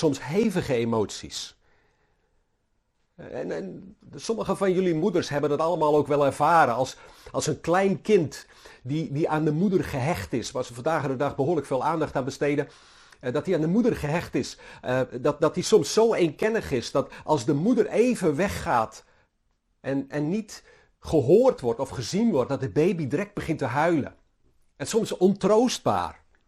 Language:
Dutch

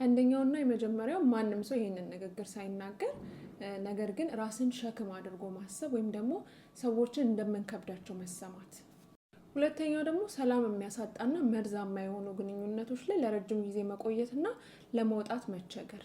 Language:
Amharic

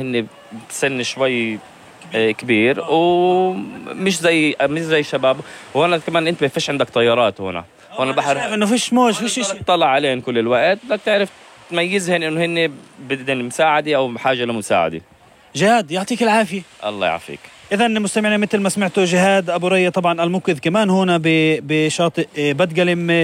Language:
North Levantine Arabic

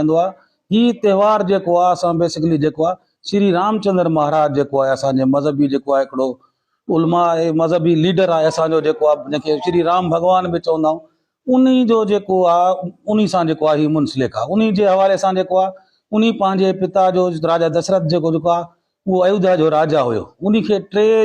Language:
Sindhi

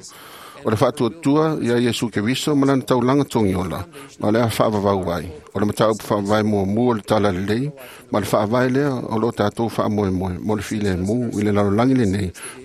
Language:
Samoan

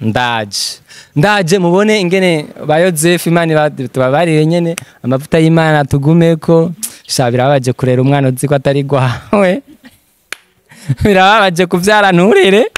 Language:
Rundi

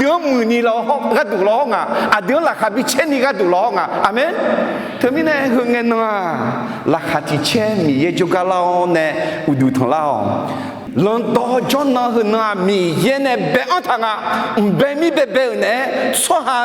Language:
Akha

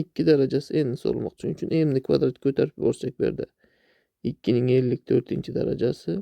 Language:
Uzbek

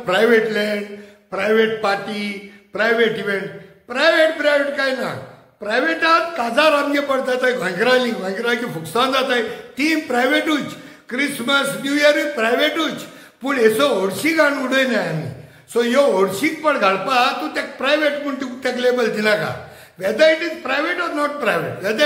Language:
Konkani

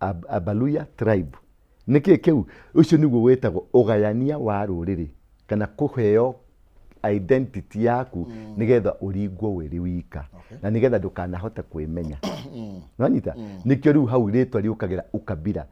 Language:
Kikuyu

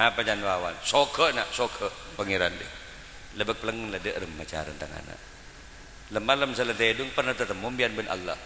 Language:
Madurese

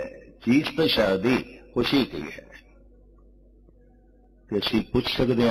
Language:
Punjabi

